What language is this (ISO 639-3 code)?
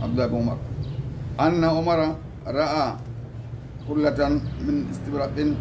ful